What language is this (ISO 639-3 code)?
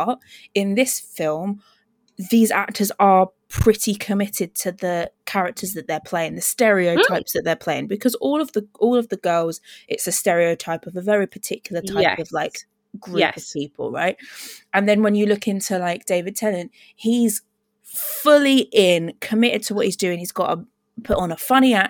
eng